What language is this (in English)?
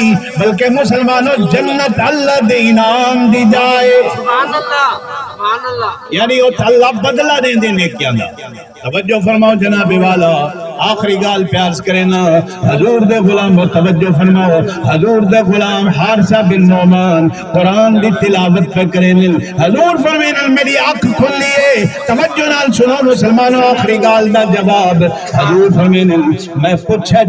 Saraiki